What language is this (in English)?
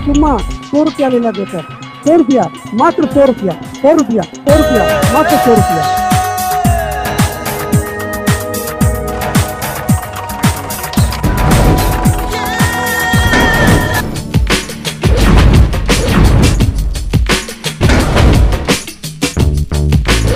Bhojpuri